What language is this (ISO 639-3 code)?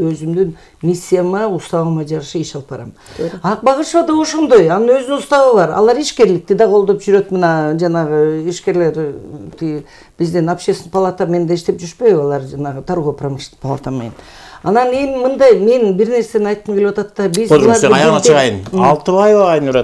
kir